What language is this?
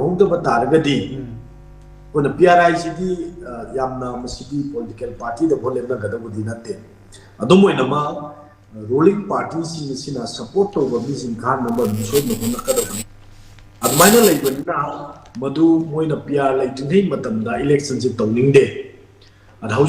Manipuri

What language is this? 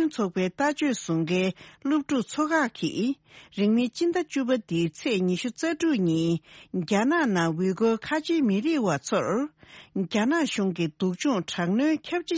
Tibetan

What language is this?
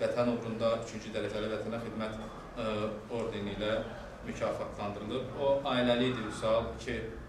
Azerbaijani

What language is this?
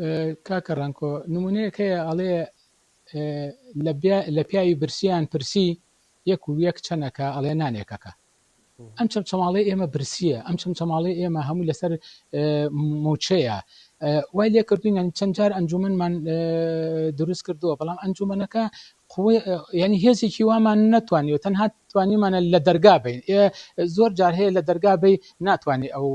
Central Kurdish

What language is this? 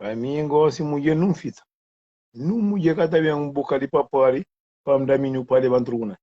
Kabuverdianu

